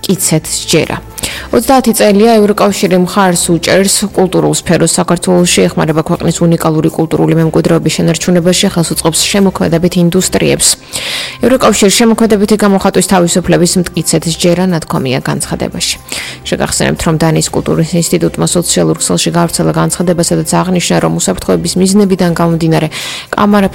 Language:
Georgian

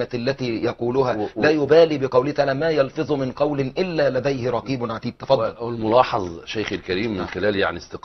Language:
Arabic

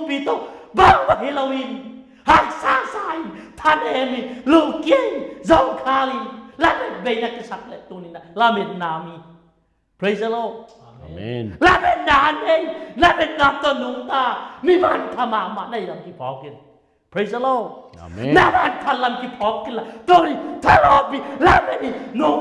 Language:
Tedim Chin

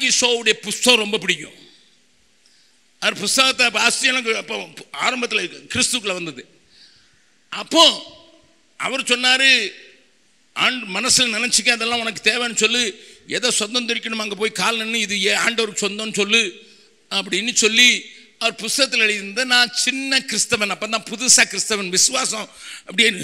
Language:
Tamil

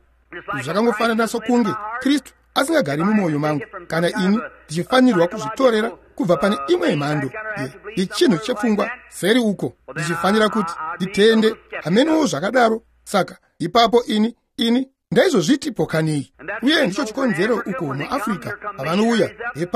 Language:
Shona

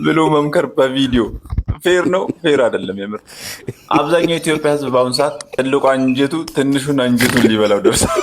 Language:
Amharic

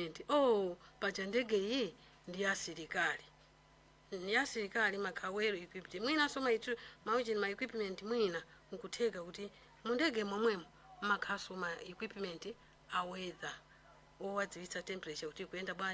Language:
Nyanja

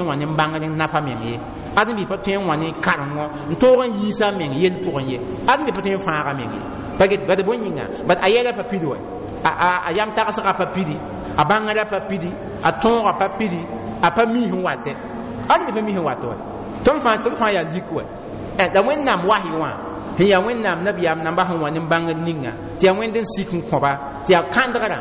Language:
Mossi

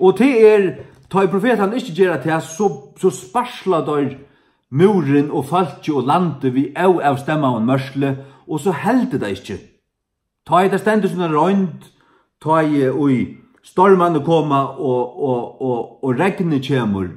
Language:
Faroese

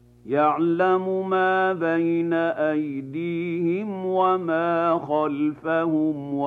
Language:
Arabic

